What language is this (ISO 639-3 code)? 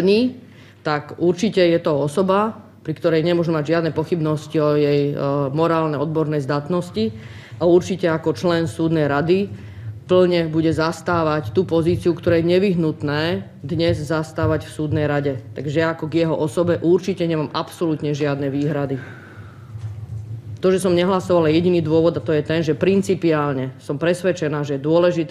slk